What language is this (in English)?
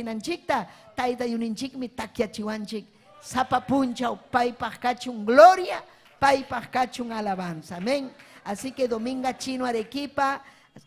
Ayacucho Quechua